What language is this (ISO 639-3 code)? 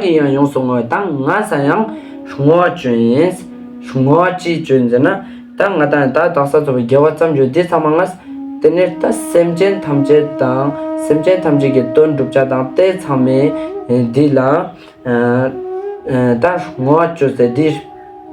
lbj